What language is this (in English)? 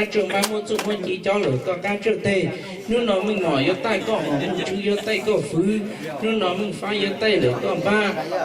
Hmong